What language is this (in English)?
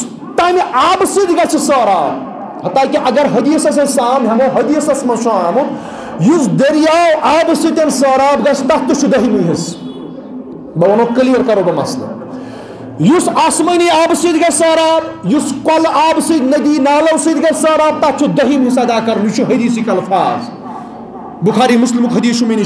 Kashmiri